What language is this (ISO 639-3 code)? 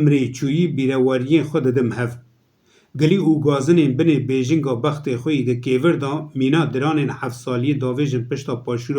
kur